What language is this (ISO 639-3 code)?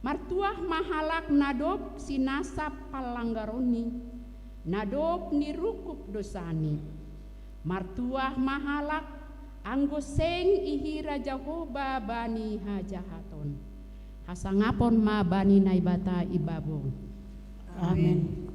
bts